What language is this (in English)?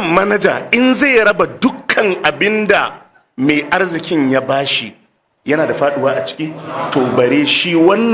Hausa